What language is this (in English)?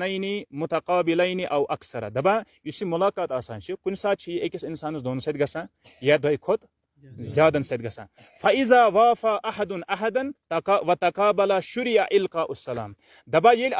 Kashmiri